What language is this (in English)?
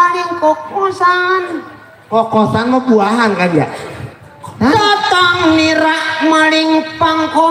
Betawi